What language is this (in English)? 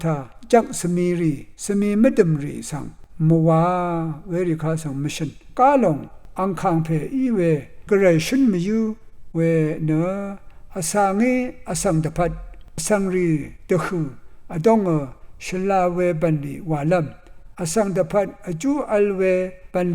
Rawang